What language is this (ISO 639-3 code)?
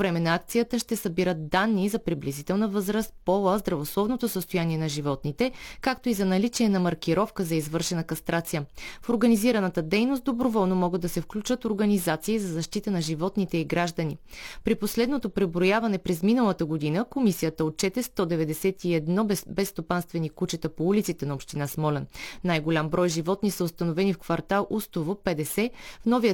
bul